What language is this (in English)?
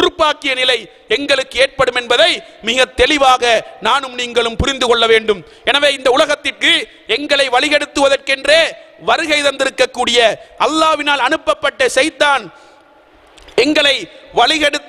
Tamil